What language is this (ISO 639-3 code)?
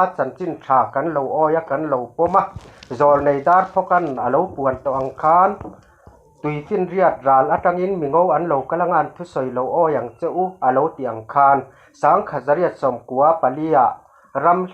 lus